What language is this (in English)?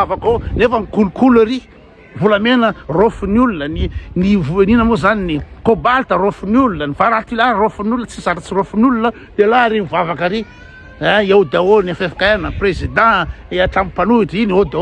Malagasy